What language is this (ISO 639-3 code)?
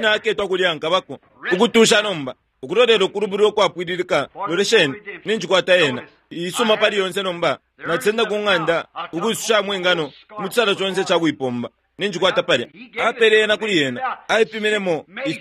bem